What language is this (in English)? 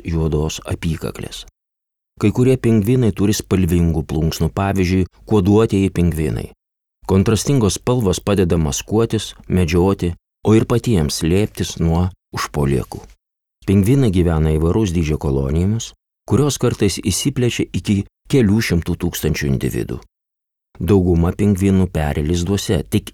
Lithuanian